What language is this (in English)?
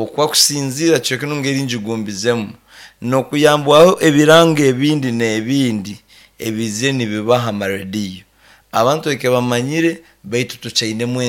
Nyankole